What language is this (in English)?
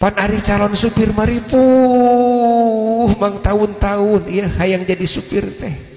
Sundanese